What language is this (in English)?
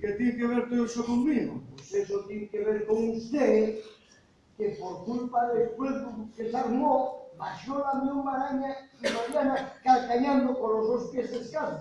Asturian